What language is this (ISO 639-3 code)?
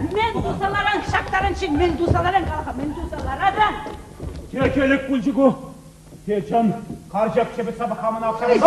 chv